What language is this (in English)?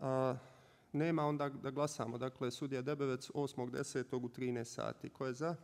Bosnian